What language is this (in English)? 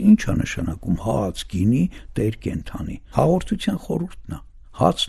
Armenian